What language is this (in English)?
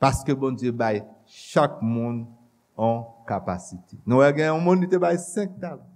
Haitian Creole